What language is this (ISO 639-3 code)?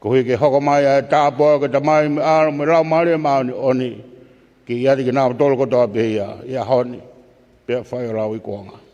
ton